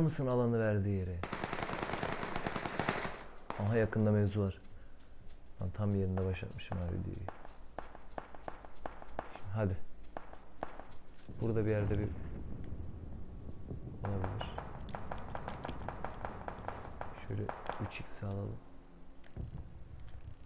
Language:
Turkish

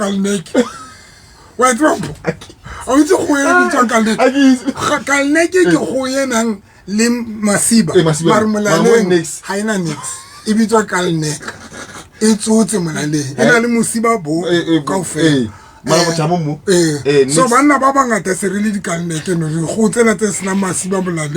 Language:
Southern Sotho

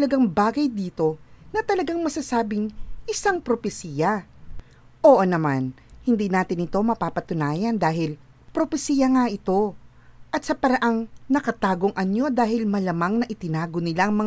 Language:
Filipino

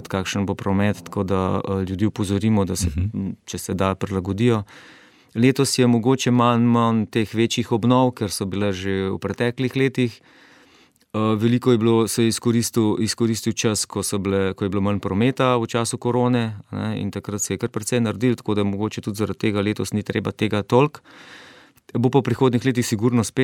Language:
Slovenian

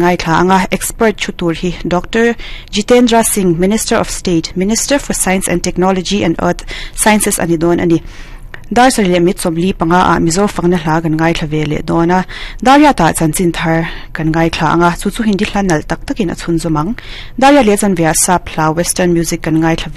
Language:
Mizo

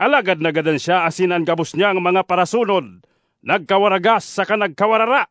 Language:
Bikol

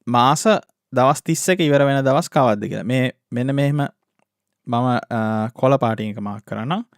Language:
Sinhala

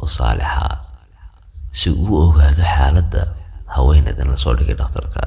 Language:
Somali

